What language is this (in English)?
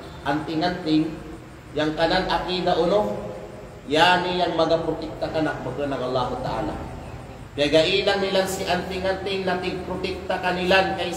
Kalagan